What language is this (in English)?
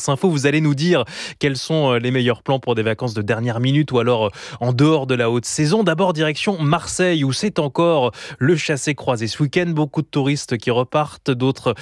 French